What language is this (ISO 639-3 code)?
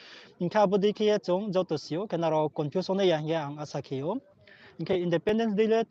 ria